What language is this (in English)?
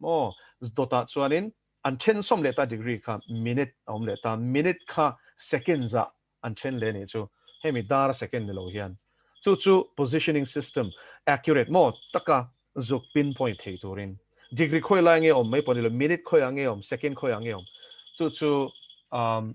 Mizo